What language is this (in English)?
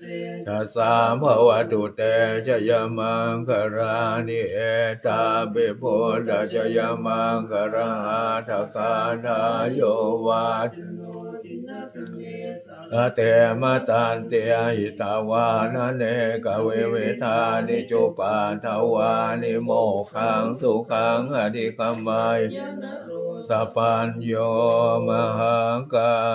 Pali